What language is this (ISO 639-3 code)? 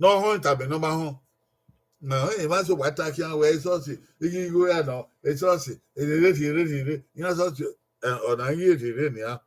bin